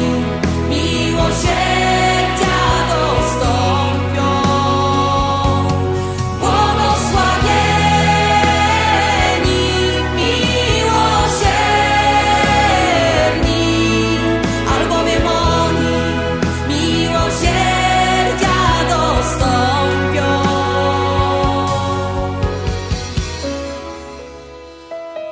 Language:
Polish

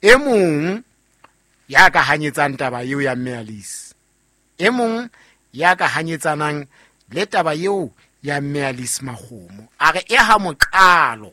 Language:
Southern Sotho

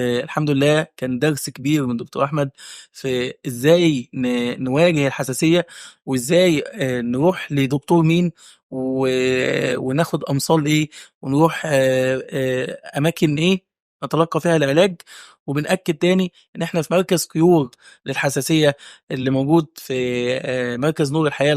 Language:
Egyptian Arabic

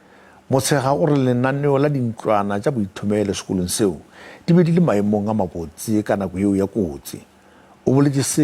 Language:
Northern Sotho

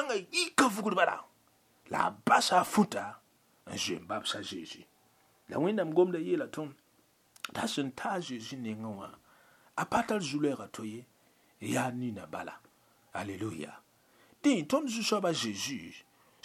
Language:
Mossi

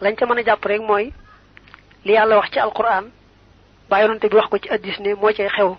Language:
Wolof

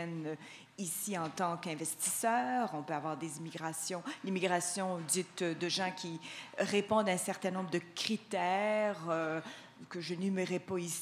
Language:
French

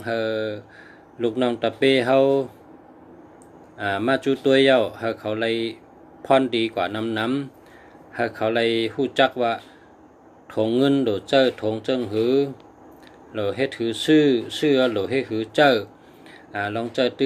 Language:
Shan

